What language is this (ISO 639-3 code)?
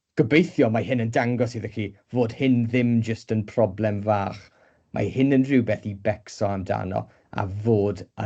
cym